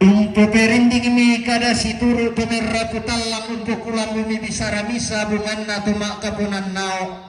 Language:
Toraja-Sa'dan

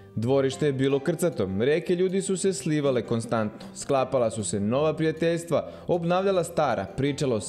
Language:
Serbian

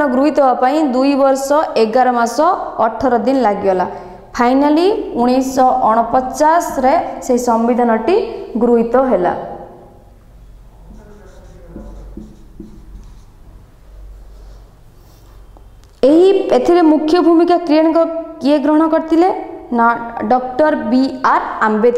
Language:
Odia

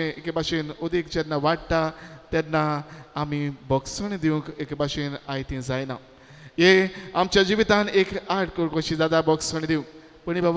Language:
Konkani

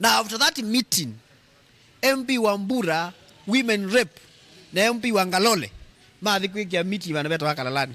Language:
Kamba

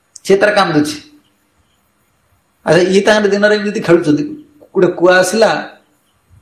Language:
Odia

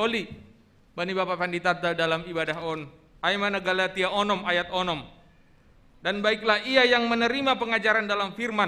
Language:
Batak Simalungun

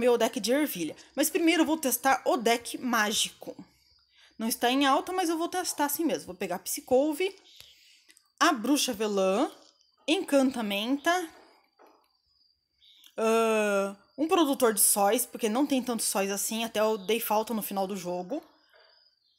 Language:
Portuguese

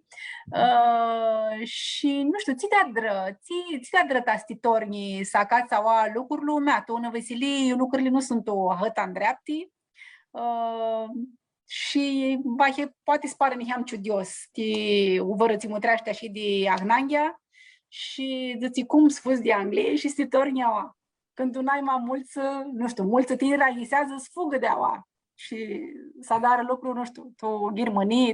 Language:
Aromanian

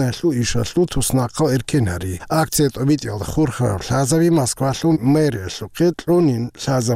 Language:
Avaric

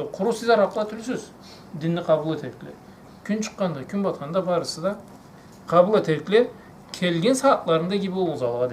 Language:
Karachay-Balkar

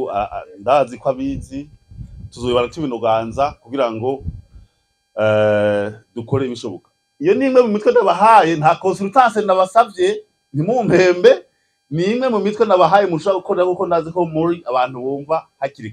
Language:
Rundi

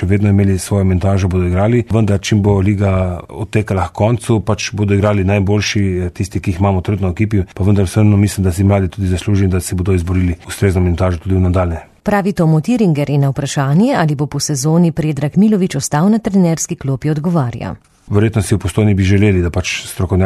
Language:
Slovenian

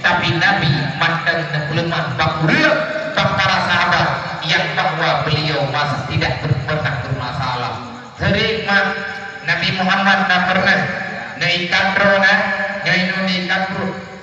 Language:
Achinese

